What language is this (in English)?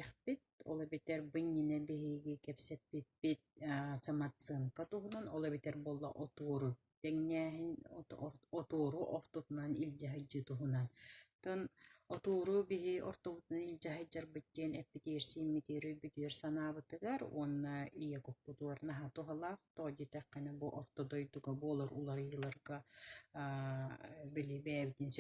Yakut